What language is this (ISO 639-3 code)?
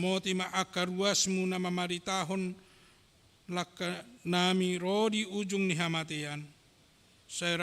bbc